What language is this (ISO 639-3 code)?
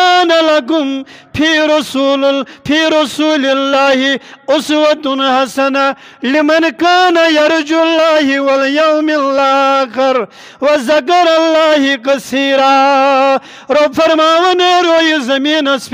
kas